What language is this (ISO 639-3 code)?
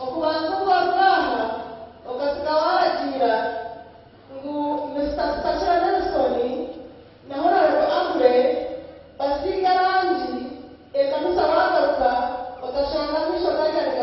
nyn